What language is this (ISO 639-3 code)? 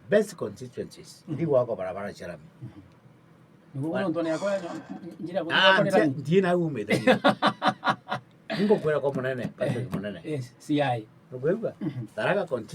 mer